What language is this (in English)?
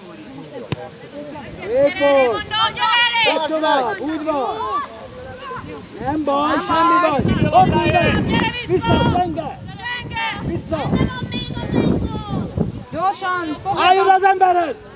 Hungarian